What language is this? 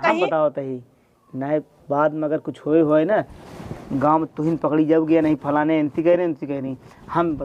Awadhi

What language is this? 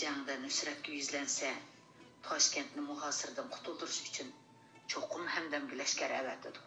Uyghur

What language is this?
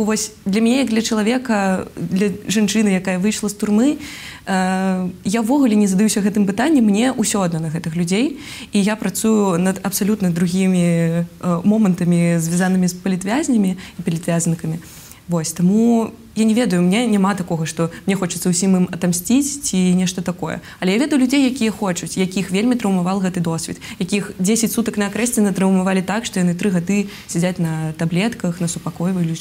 Belarusian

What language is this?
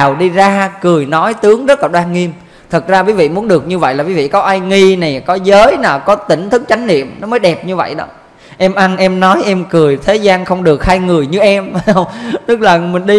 Vietnamese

